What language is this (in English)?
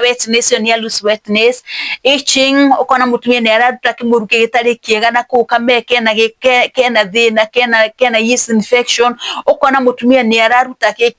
Kikuyu